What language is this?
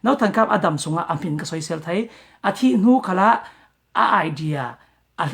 Falam Chin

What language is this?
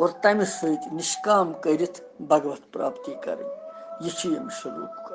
Kashmiri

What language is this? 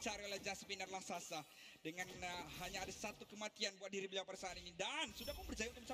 Malay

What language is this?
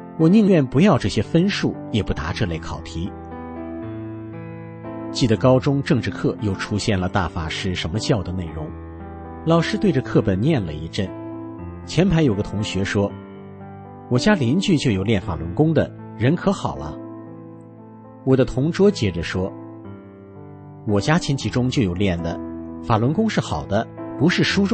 Chinese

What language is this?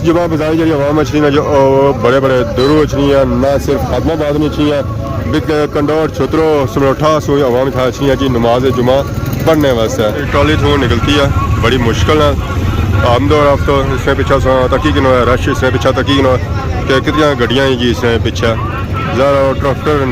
Pahari-Potwari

